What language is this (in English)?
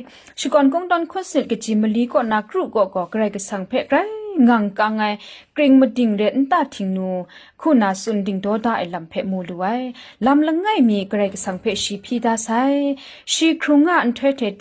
Kachin